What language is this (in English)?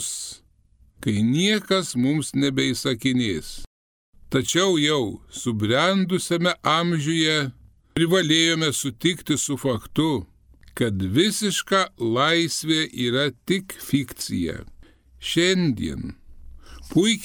Lithuanian